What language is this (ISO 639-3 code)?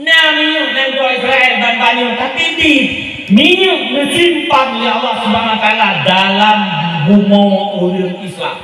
ace